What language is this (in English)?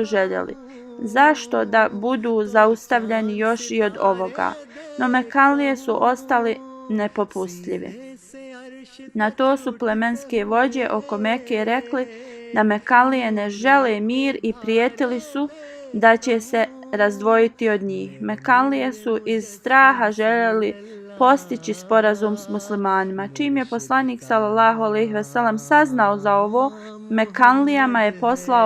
Bosnian